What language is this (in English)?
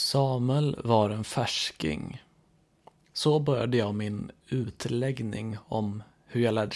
Swedish